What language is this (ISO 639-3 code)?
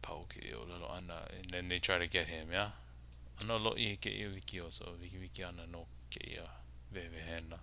haw